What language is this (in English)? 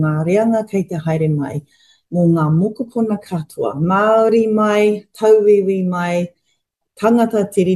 Māori